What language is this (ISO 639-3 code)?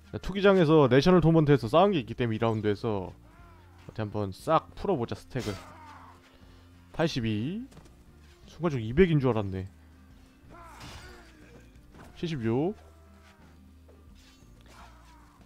kor